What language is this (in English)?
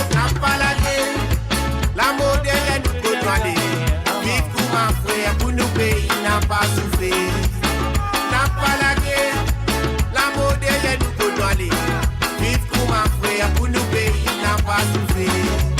Morisyen